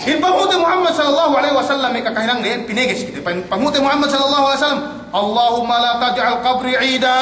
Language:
Yakan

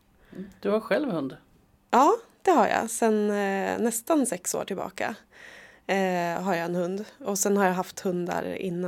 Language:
Swedish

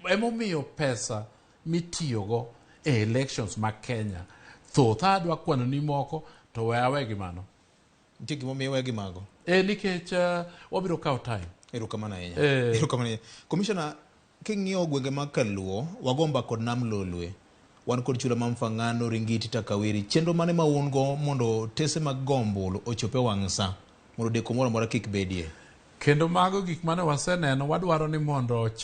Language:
Luo (Kenya and Tanzania)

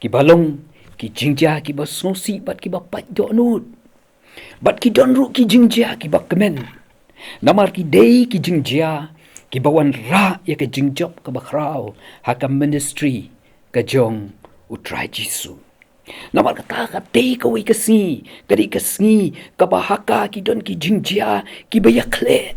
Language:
Khasi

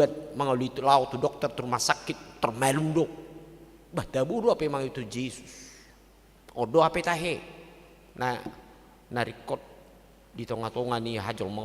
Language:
Batak Toba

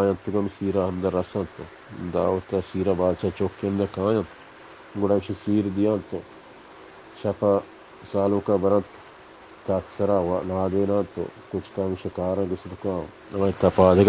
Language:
Baluchi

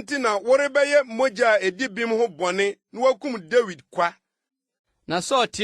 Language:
Akan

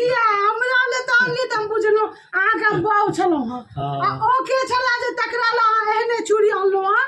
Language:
Maithili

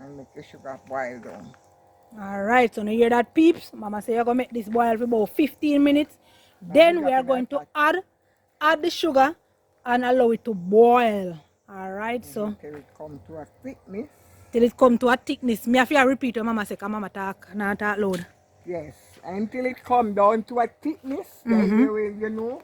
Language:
Jamaican Creole English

